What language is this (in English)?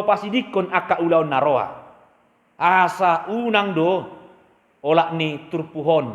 Batak Toba